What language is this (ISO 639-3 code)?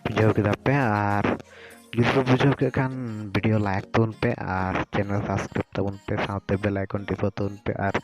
sat